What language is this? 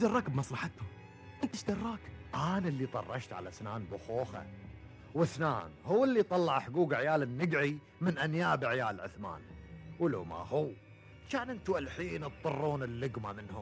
Gulf Arabic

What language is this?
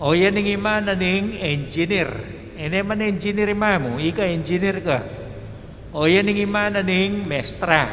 Pampanga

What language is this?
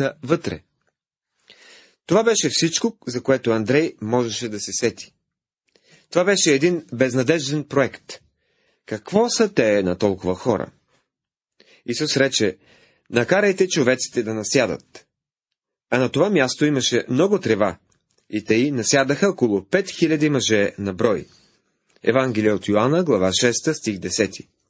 Bulgarian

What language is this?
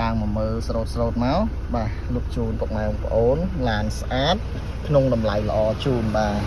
Khmer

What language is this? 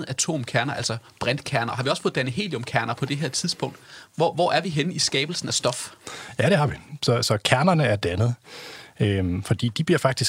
Danish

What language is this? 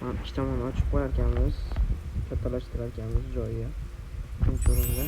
Uzbek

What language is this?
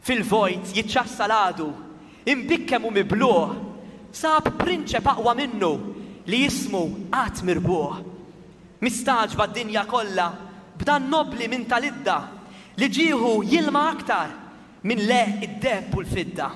Maltese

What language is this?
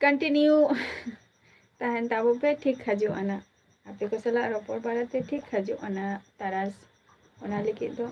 Santali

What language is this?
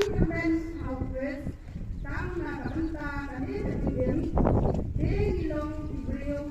Khasi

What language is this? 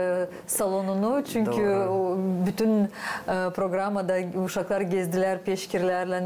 Gagauz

